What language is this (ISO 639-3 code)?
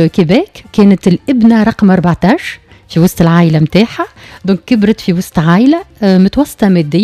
aeb